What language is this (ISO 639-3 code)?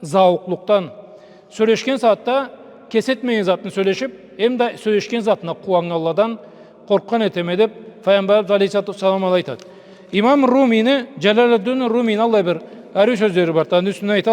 krc